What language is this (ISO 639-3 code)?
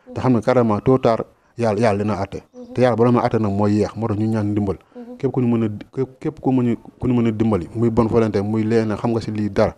wol